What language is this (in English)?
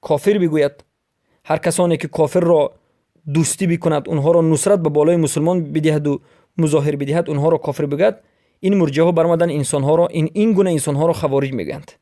Persian